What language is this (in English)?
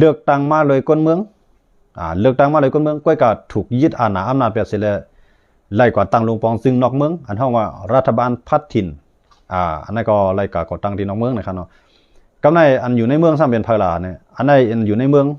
Shan